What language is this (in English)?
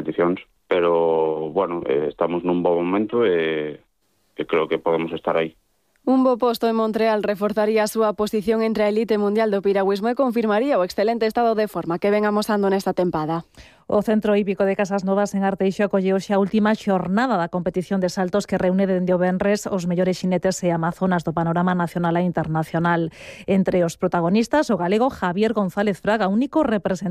Galician